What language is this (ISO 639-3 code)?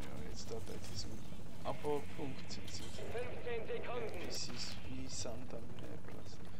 gsw